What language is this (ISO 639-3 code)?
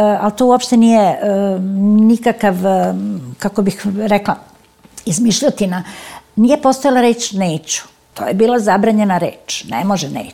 srp